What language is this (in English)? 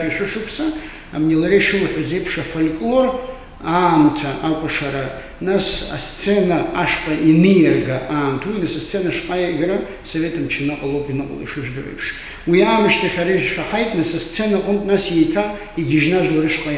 Abkhazian